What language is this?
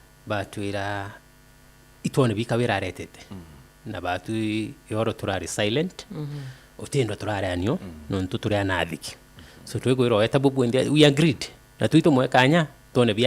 Meru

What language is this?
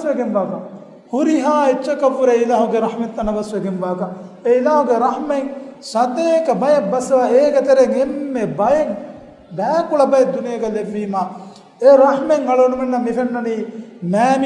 Divehi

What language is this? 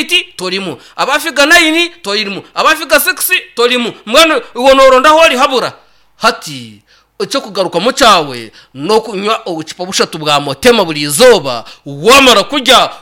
Nyankole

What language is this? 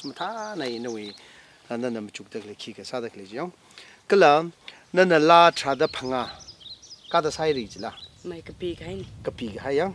Tangkhul Naga (India)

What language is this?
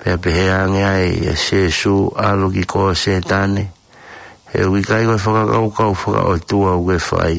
Tongan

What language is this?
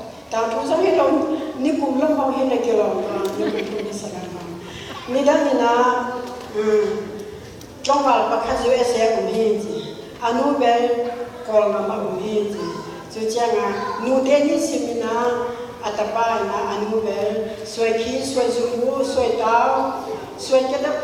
Tedim Chin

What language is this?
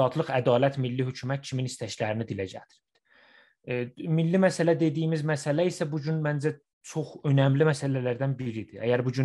South Azerbaijani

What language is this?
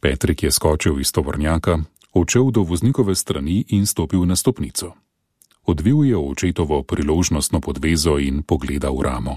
Slovenian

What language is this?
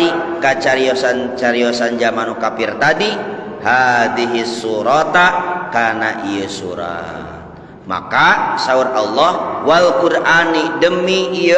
Sundanese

